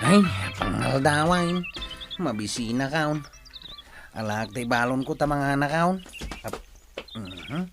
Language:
Iloko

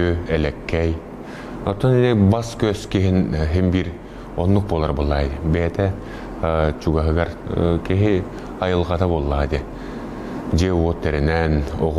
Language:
Yakut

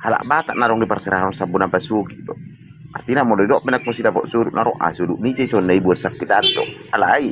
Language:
Batak Toba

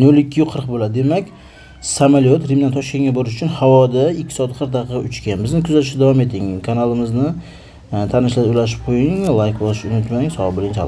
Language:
Uzbek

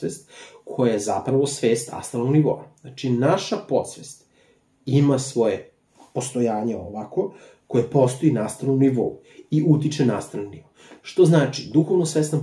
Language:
Serbian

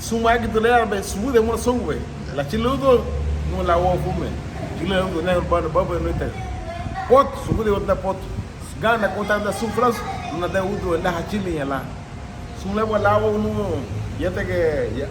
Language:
Garifuna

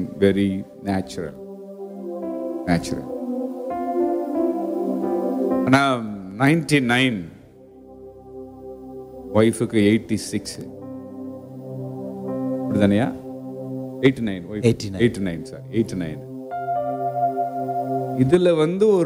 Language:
Tamil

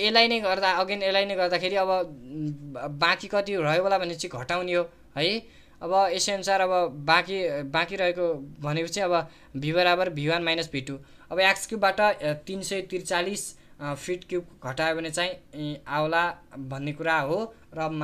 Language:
Nepali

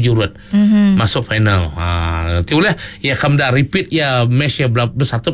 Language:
Iban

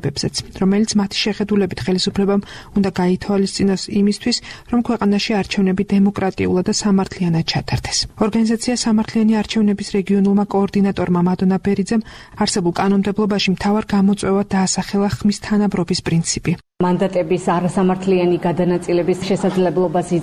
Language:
Georgian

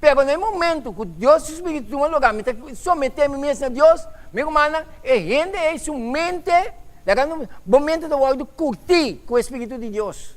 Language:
Papiamento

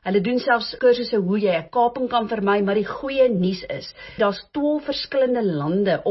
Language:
Afrikaans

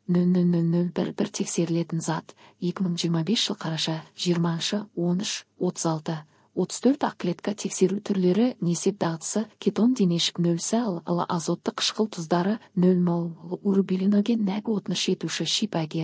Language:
Kyrgyz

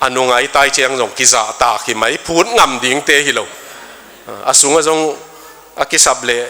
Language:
Tedim Chin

